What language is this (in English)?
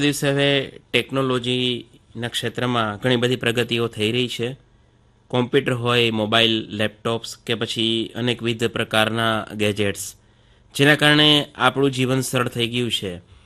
Gujarati